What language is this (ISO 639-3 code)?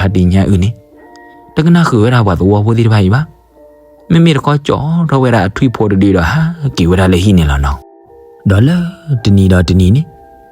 ksw